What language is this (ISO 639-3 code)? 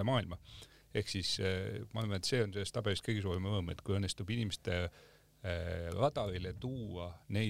est